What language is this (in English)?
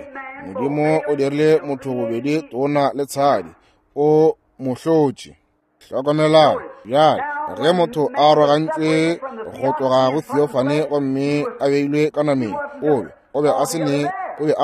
Northern Sotho